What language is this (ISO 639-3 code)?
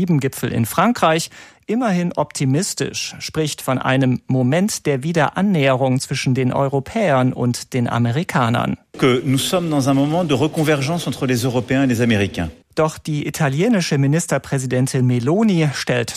deu